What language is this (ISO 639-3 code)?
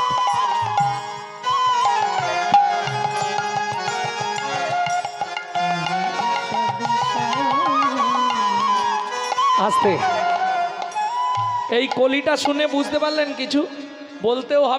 ben